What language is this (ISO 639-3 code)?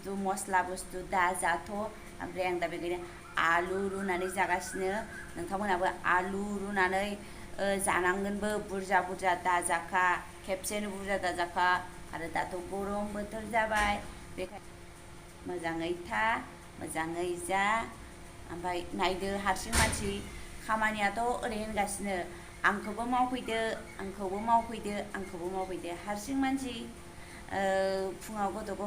brx